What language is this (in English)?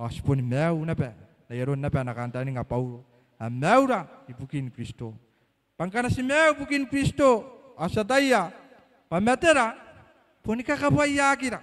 Gilbertese